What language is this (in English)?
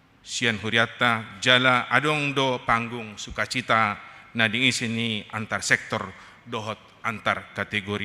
Batak Toba